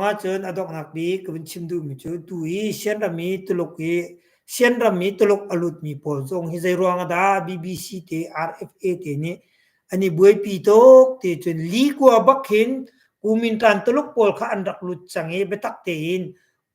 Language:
Hakha Chin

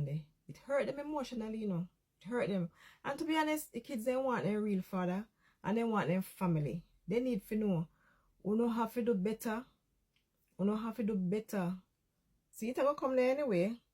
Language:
Jamaican Creole English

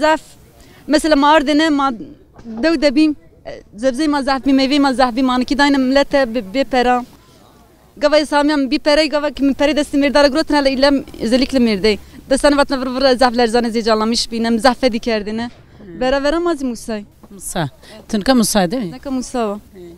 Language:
Zaza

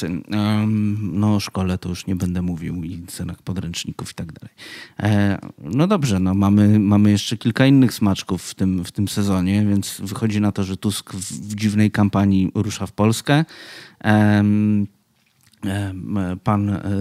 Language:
Polish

